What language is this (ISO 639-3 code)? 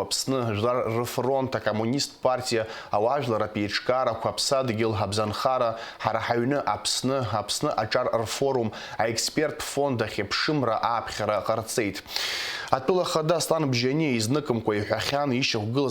abk